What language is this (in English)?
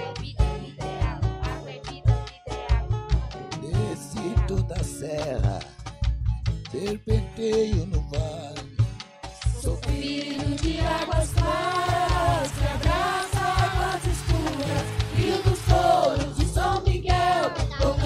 Portuguese